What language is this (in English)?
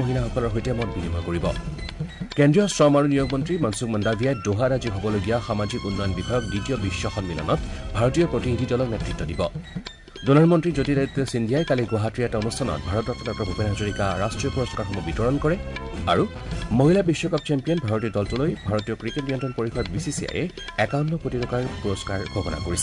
Assamese